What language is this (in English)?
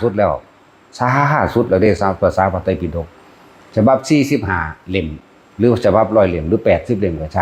Northeastern Thai